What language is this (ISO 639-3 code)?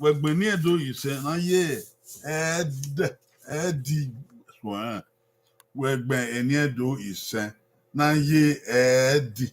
bin